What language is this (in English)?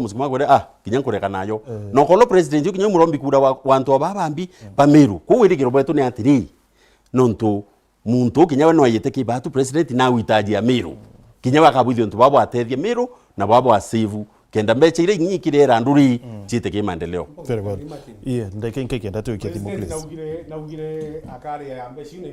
Meru